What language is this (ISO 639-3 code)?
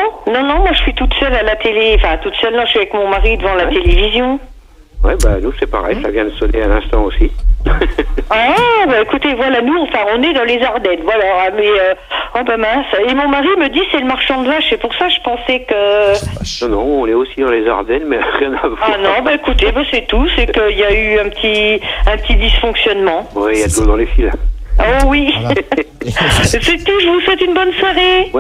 fra